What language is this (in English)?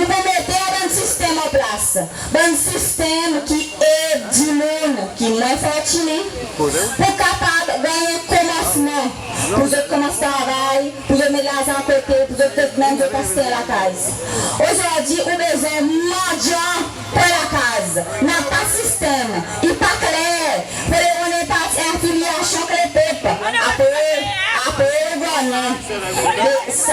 Seselwa Creole French